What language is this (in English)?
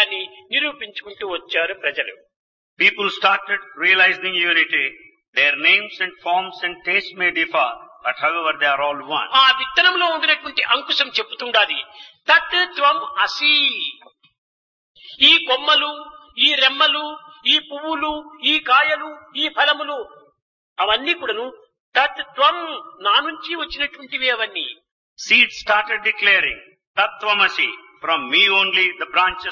Telugu